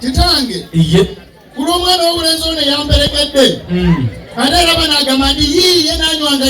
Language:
Ganda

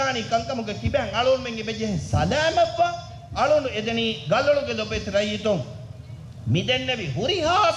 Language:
Divehi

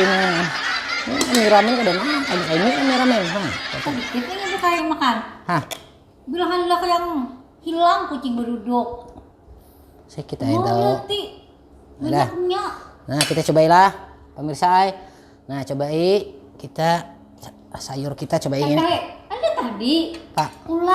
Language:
Banjar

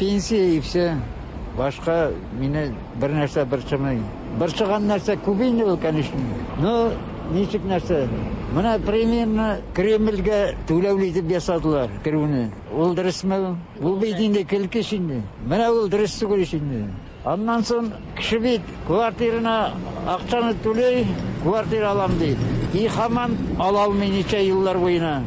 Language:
Tatar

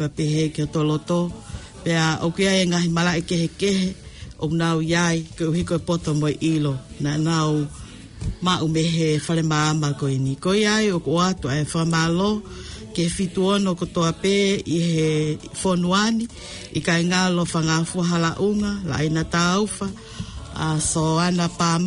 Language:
Tongan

